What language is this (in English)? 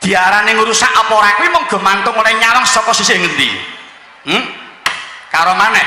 Javanese